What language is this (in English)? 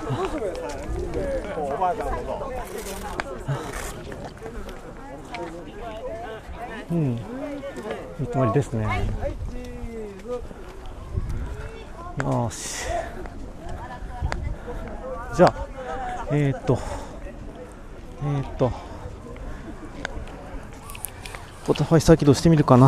Japanese